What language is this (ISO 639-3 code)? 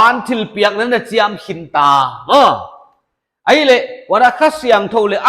pck